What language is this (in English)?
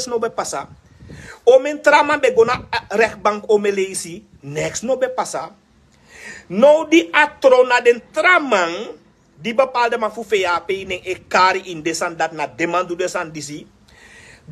Sranan Tongo